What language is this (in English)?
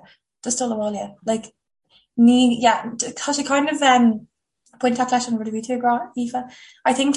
Irish